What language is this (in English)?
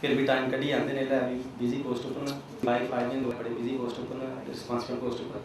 Dogri